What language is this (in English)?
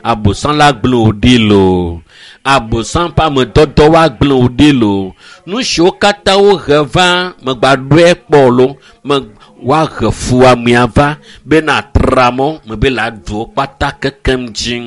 Ewe